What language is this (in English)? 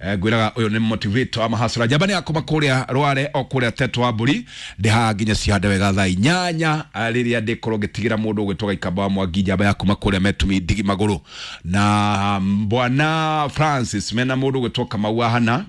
Kikuyu